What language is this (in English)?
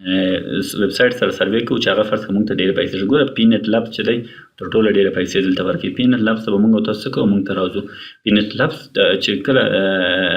Pashto